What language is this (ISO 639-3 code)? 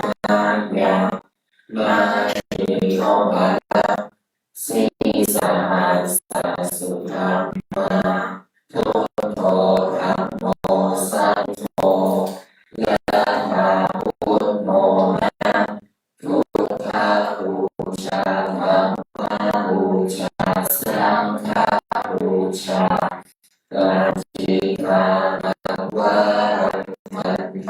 pli